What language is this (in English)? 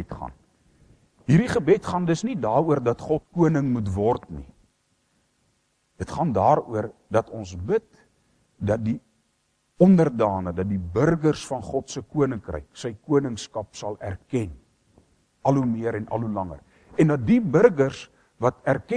Afrikaans